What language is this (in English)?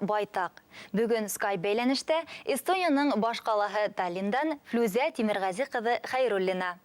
Bashkir